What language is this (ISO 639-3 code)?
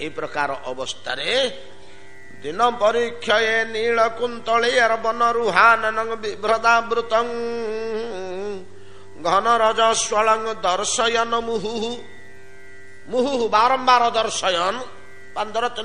ori